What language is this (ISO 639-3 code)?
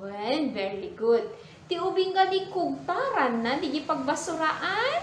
ilo